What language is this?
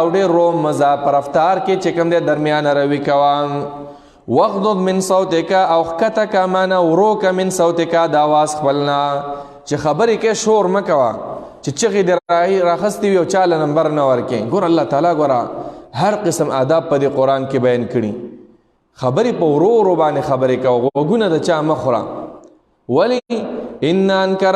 Pashto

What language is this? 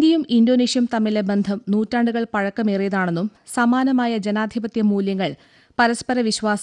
Malayalam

